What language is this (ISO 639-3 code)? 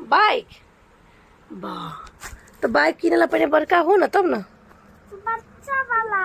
mai